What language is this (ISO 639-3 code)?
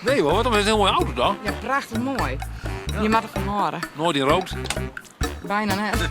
fry